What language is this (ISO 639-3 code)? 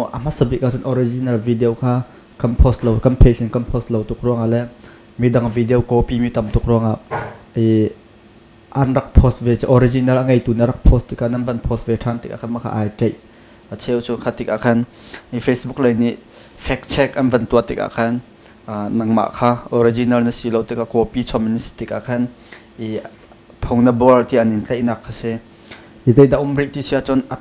cnh